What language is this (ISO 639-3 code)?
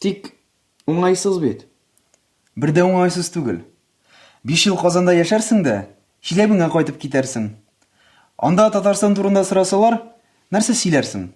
tat